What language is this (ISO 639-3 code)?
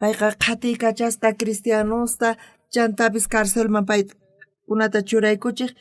quh